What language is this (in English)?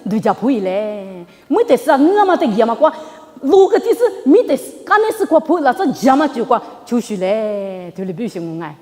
Lisu